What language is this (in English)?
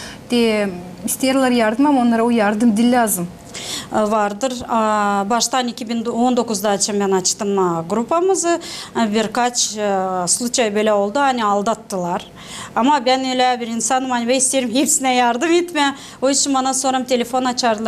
Gagauz